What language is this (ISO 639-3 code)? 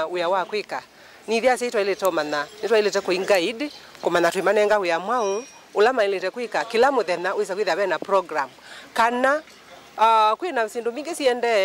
kam